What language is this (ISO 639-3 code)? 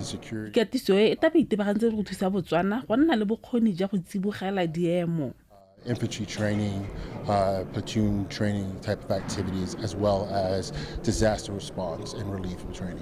tsn